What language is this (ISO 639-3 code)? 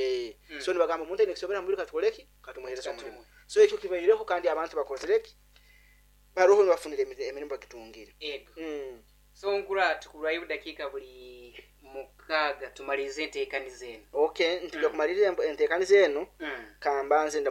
nyo